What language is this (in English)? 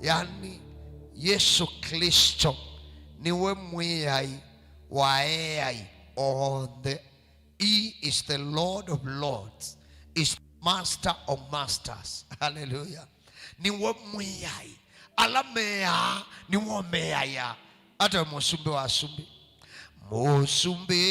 Kamba